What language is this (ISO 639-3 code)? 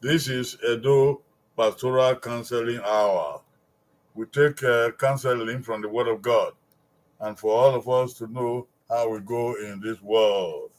bin